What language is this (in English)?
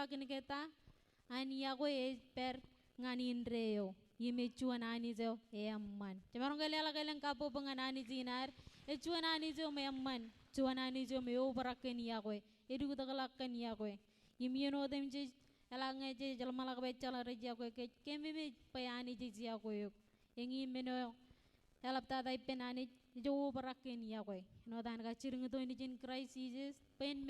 Marshallese